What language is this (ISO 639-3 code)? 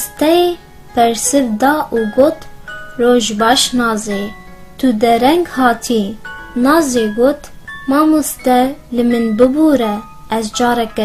kur